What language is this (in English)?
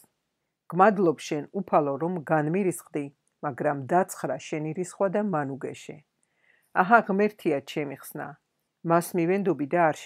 Georgian